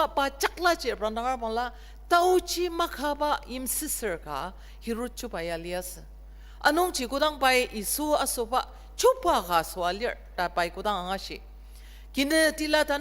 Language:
Ao Naga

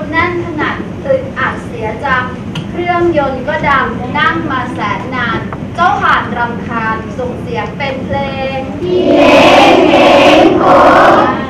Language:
Thai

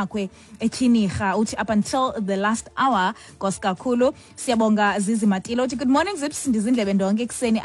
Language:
Xhosa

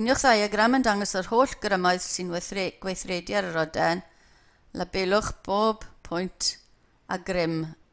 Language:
Welsh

